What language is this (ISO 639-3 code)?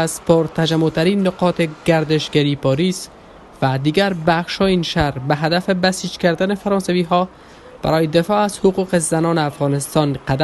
fas